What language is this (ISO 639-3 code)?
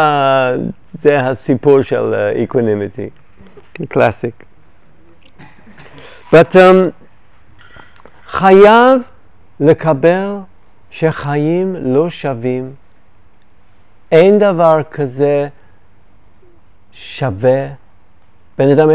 heb